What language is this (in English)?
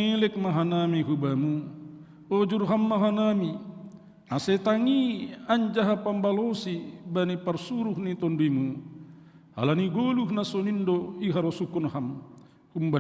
Batak Simalungun